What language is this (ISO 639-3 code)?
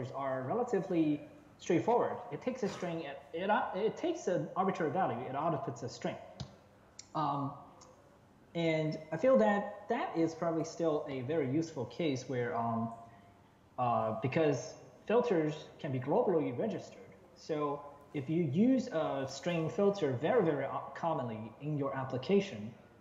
eng